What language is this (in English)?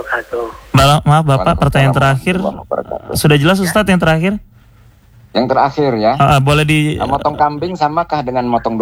Indonesian